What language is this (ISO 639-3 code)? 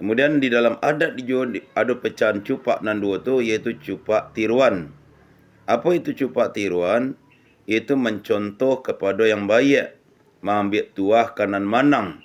min